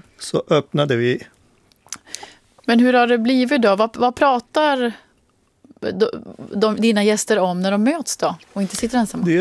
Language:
Swedish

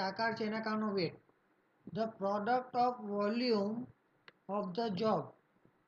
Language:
Gujarati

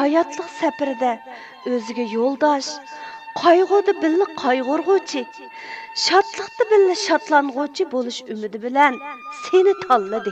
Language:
Uyghur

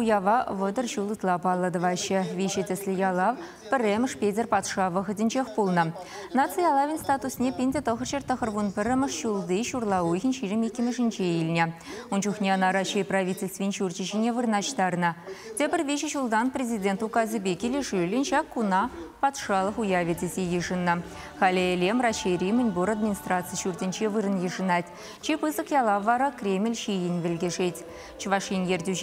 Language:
Chuvash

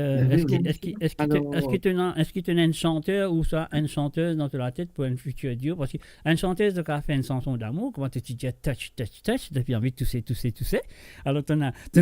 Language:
Morisyen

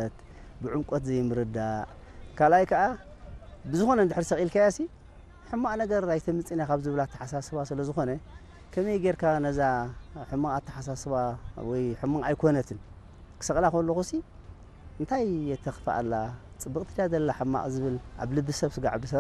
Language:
Tigrinya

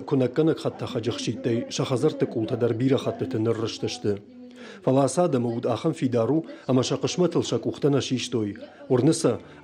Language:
Ossetic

